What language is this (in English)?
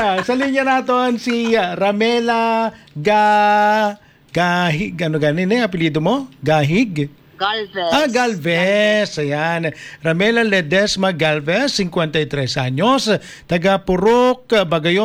Hiligaynon